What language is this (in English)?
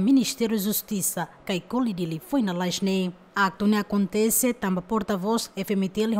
Tetum